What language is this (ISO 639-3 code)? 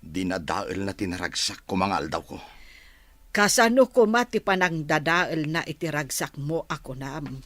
ilo